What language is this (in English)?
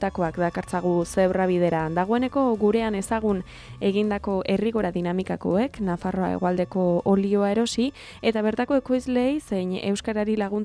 Basque